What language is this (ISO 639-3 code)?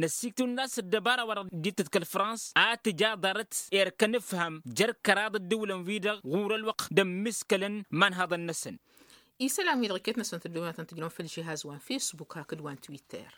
taq